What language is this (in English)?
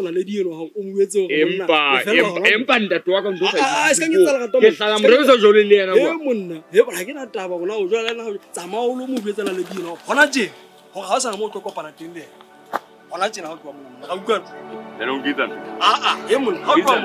Southern Sotho